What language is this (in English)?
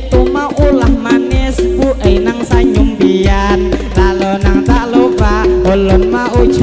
Banjar